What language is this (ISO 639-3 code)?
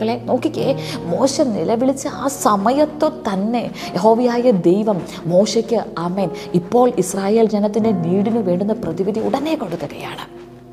mal